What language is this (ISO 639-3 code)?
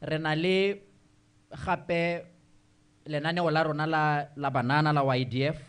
tsn